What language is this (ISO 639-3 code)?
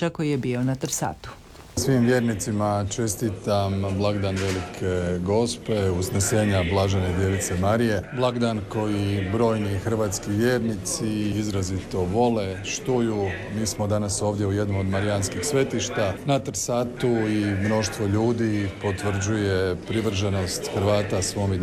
hrv